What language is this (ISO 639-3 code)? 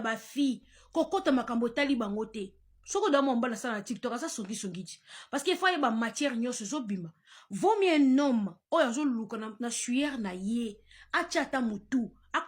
lin